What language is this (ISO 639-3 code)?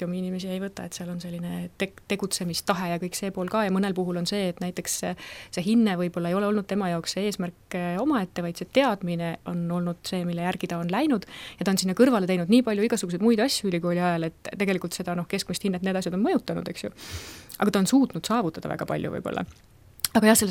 est